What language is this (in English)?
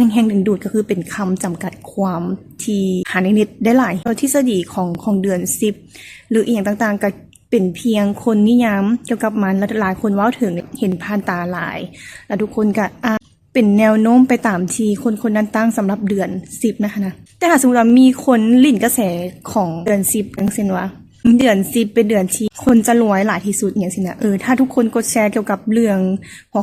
Lao